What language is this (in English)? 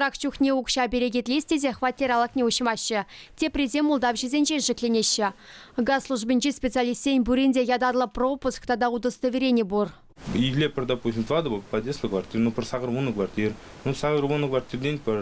Chuvash